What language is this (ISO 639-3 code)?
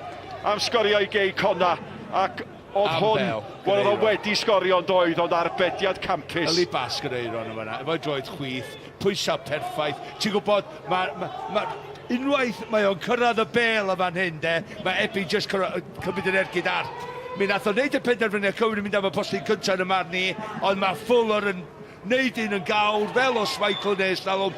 cym